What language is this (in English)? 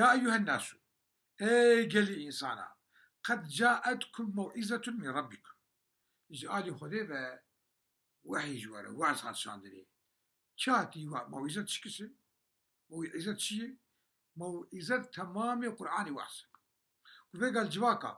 Kurdish